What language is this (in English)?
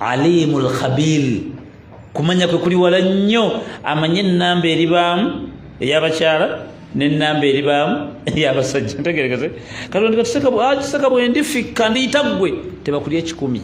Ganda